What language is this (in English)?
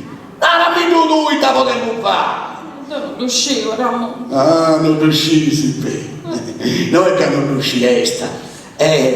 Sardinian